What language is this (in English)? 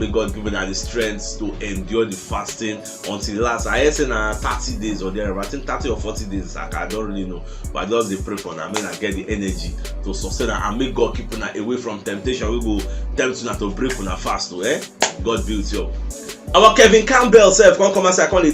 Nigerian Pidgin